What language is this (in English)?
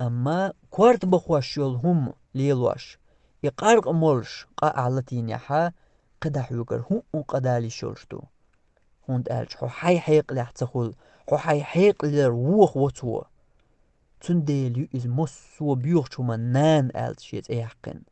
Chechen